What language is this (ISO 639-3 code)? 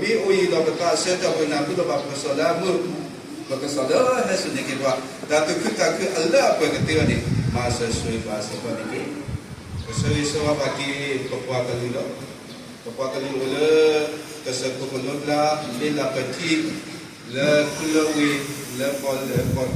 ksw